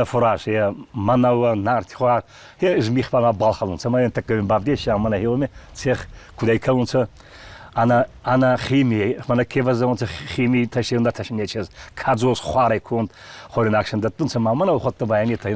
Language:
Ossetic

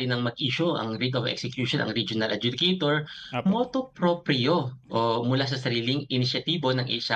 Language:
Filipino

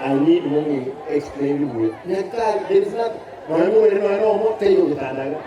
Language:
Gusii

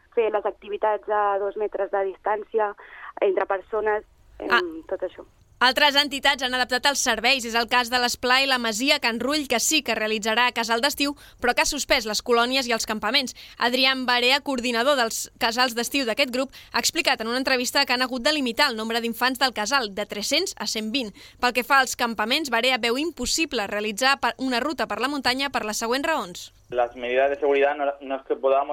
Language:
Catalan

